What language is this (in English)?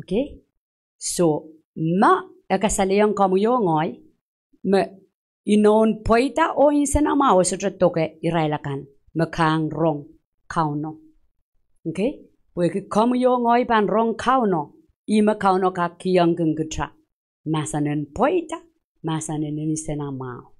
Pohnpeian